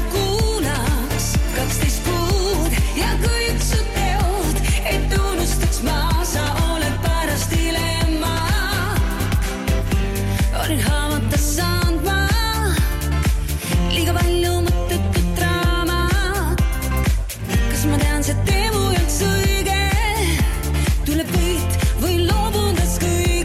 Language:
Estonian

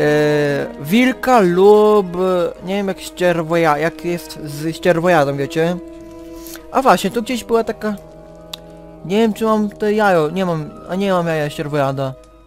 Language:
Polish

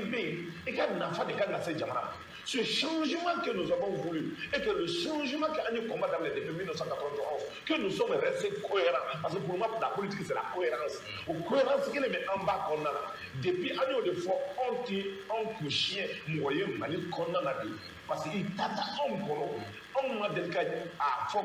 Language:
Bambara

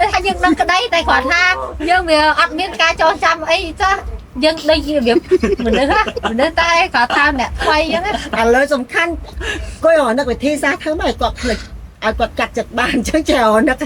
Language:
Khmer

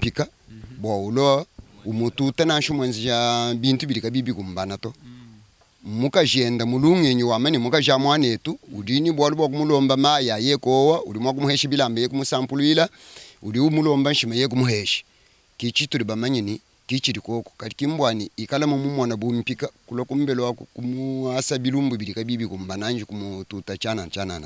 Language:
Luba-Lulua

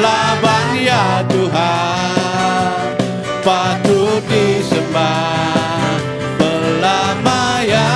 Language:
Iban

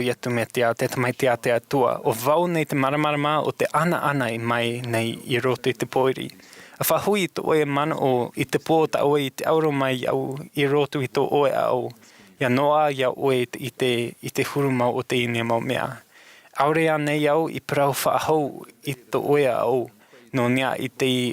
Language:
Tahitian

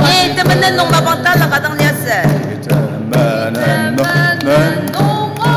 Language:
Ao Naga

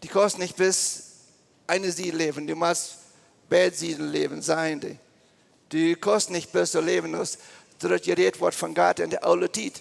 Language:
Plautdietsch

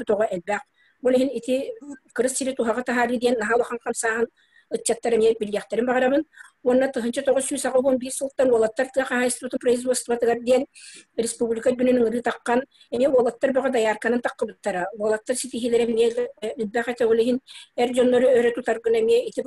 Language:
Yakut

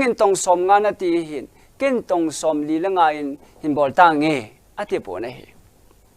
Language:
Thado Chin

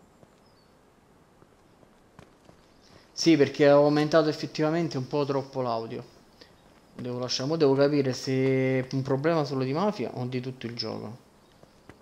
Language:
Italian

